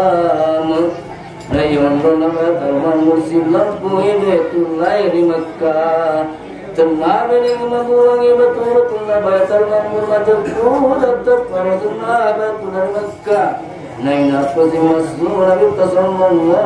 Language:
Buginese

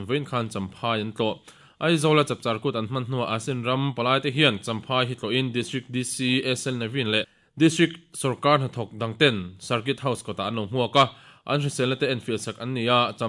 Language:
Mizo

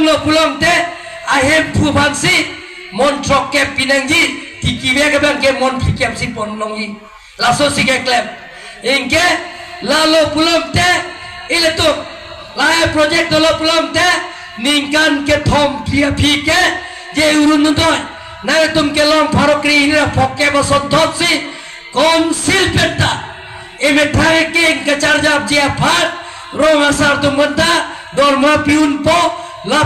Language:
Karbi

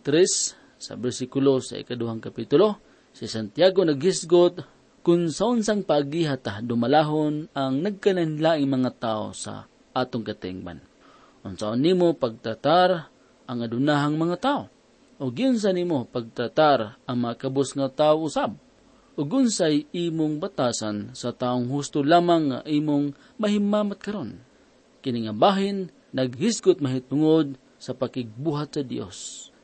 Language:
Cebuano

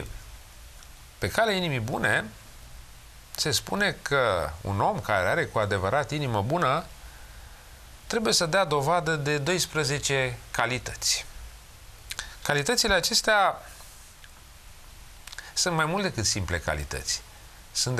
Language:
Romanian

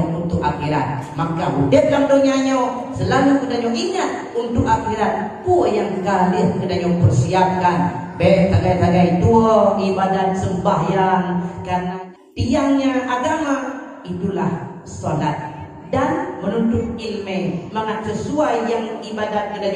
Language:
Achinese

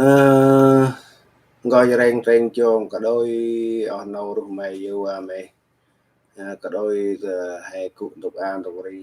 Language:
Central Mnong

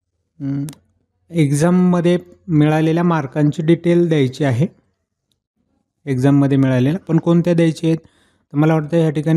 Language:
Marathi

